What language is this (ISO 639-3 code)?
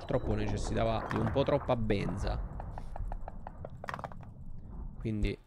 ita